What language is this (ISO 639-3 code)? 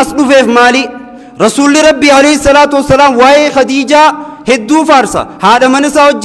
orm